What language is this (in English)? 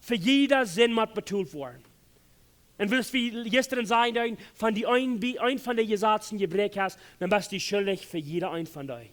Plautdietsch